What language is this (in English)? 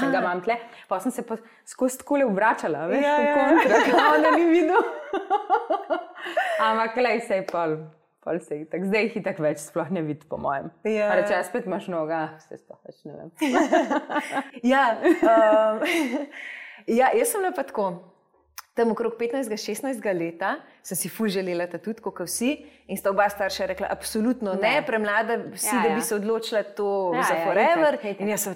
Slovenian